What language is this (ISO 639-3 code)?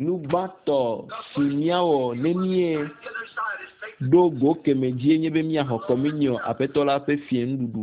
ewe